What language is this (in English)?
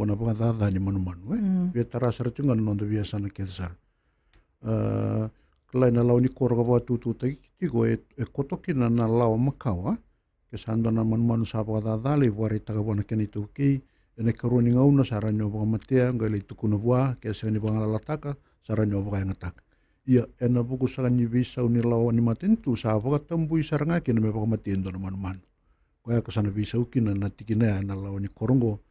Fijian